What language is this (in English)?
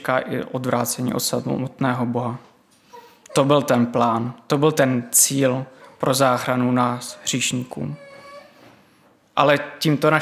Czech